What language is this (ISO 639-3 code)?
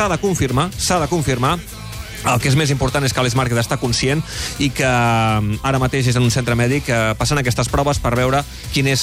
cat